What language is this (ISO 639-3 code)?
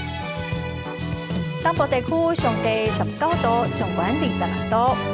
nan